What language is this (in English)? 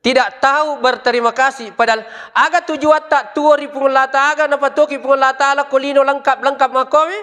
Buginese